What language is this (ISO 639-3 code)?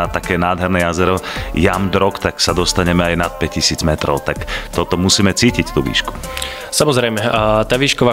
slk